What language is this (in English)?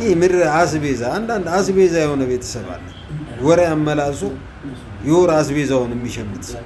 Amharic